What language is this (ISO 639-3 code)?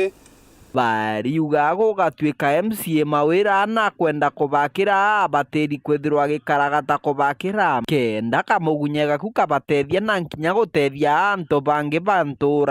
mer